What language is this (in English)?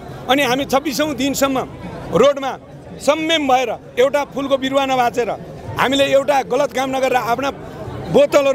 Nepali